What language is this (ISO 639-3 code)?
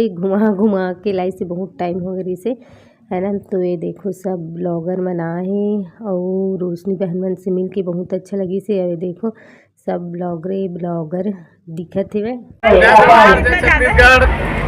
hne